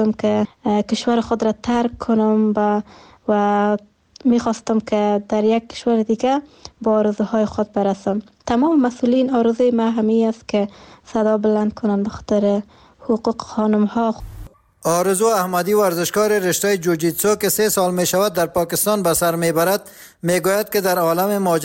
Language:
Persian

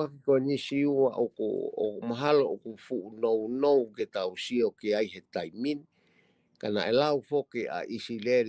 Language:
Tongan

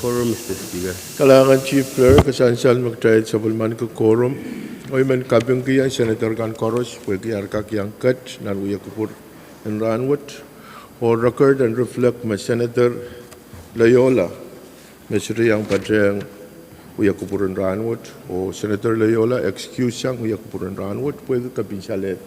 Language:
Pohnpeian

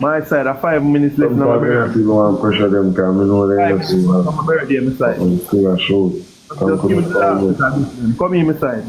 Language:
Jamaican Creole English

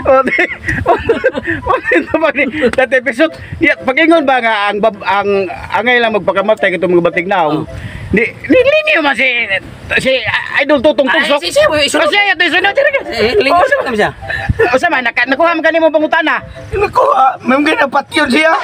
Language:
Cebuano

